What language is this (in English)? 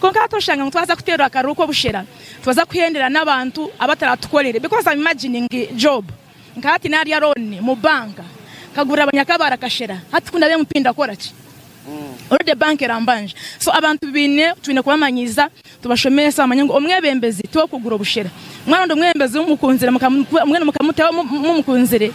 Nyankole